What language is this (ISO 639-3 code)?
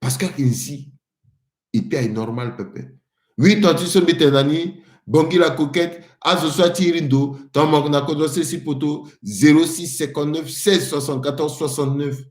sag